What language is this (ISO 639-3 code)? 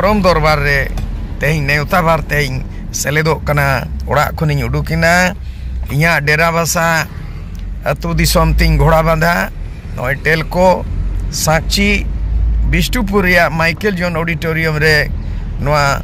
sat